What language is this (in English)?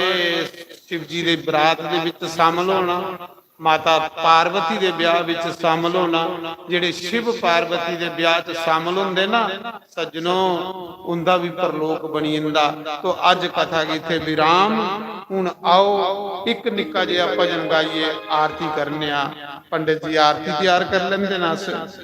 Dogri